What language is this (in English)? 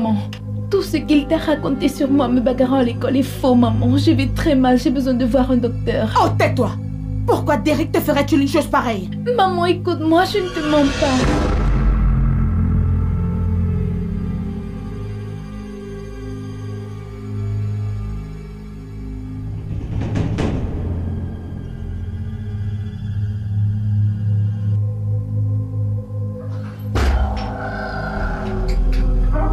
French